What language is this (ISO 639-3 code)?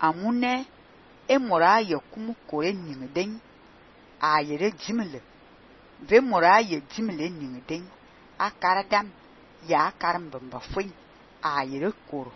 fan